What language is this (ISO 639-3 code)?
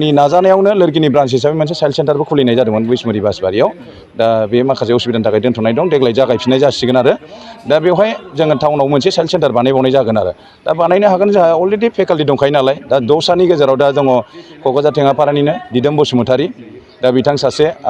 brx